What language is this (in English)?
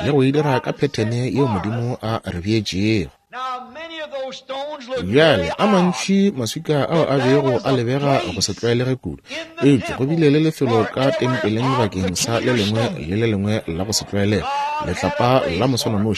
Northern Sotho